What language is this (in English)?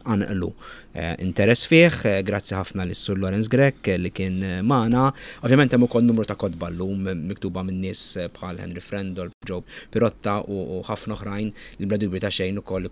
Maltese